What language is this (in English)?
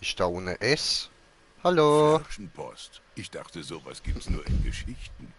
Swiss German